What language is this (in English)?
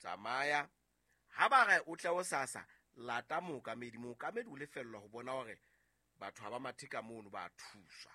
Southern Sotho